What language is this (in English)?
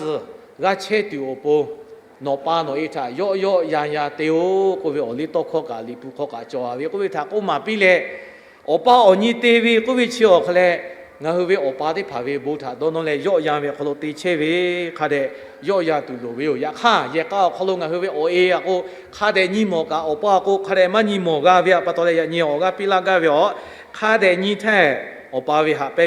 Lahu